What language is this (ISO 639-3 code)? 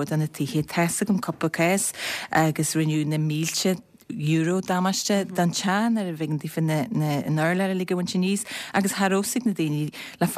gle